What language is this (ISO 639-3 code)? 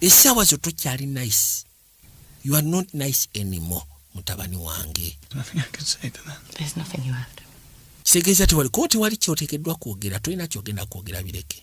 lug